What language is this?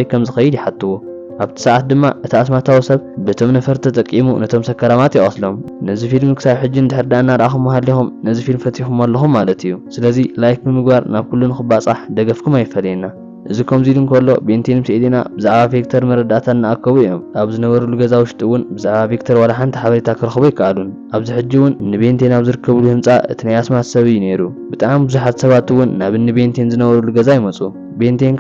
Tigrinya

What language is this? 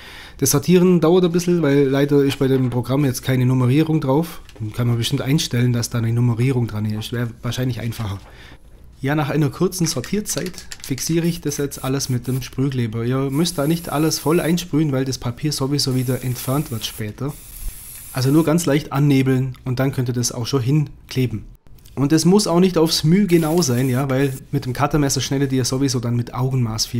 German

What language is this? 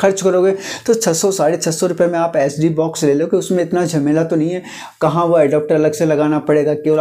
Hindi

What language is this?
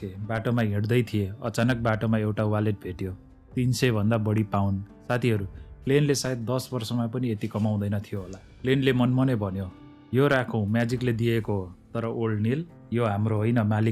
Nepali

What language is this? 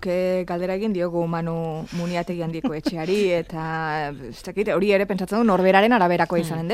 Basque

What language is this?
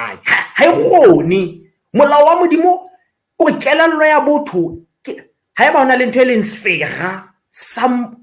Southern Sotho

